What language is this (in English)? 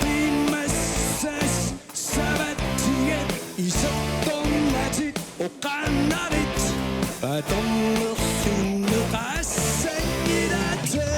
Kalaallisut